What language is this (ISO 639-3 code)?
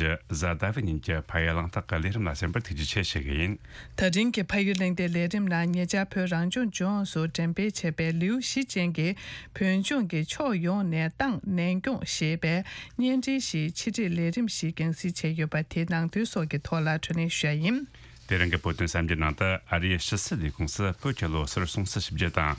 bod